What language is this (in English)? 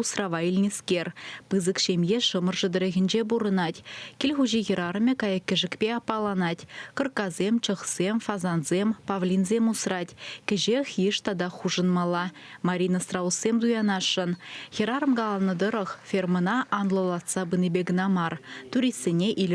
Chuvash